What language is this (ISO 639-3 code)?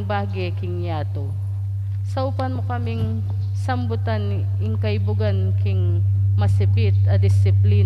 pam